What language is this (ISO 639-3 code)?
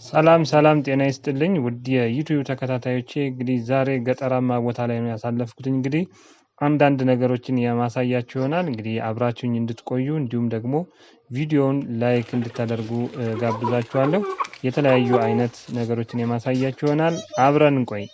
amh